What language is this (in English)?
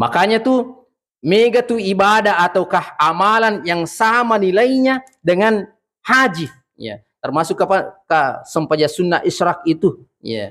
Buginese